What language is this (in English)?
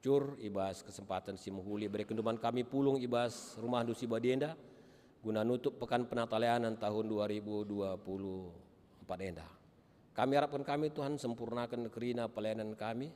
Batak Karo